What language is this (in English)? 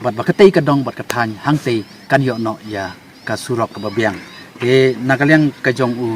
Khasi